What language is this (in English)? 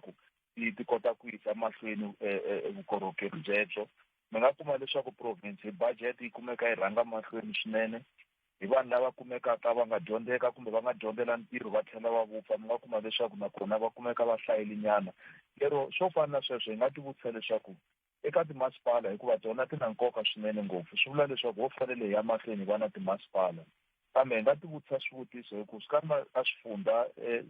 Tsonga